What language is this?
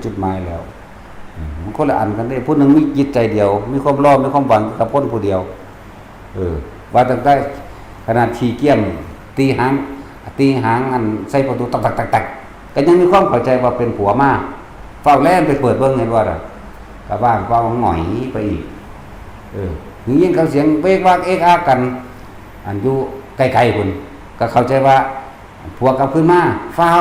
Northeastern Thai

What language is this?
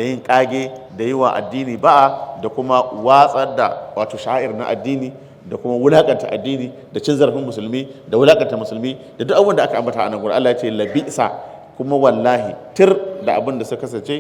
Hausa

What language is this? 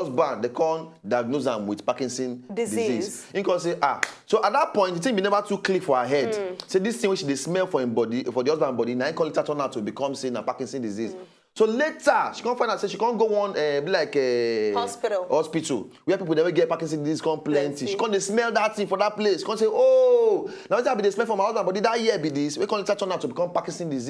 Nigerian Pidgin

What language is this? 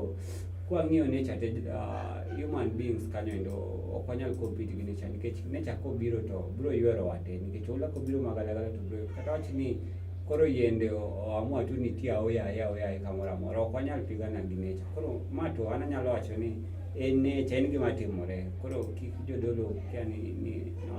Luo (Kenya and Tanzania)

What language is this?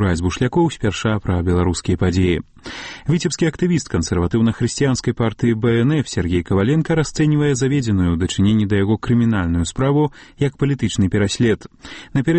Belarusian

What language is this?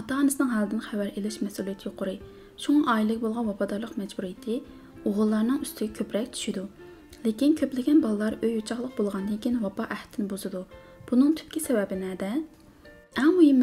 Uyghur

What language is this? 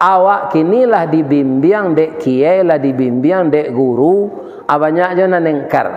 Minangkabau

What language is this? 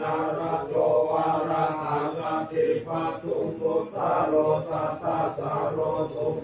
Pali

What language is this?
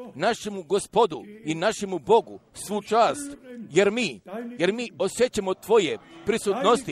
Croatian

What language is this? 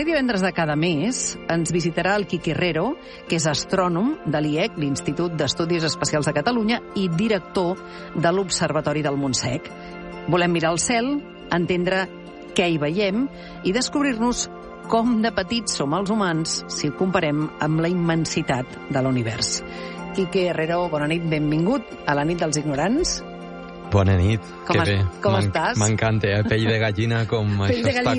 Catalan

